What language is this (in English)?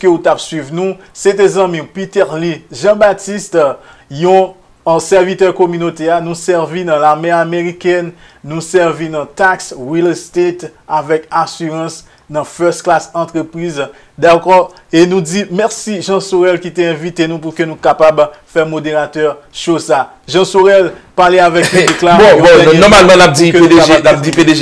Haitian Creole